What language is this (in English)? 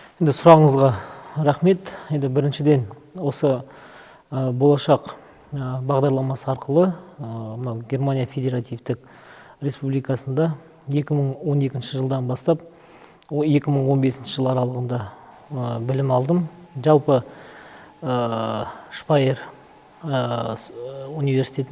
Kazakh